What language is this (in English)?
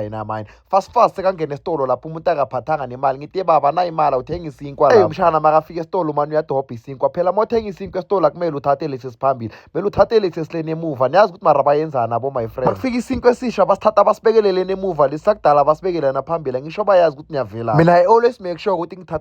Zulu